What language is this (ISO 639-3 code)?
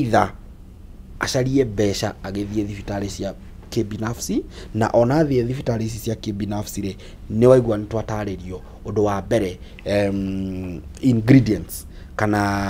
kik